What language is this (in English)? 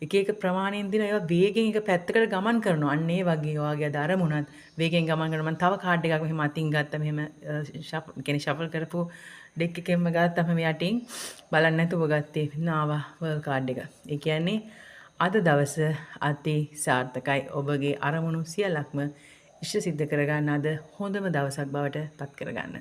Sinhala